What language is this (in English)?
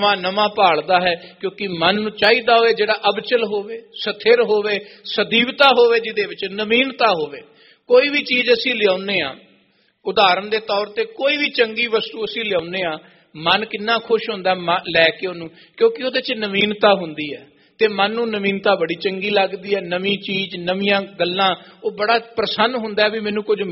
Punjabi